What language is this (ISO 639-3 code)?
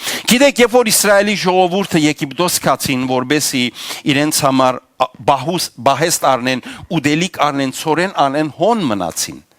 hyw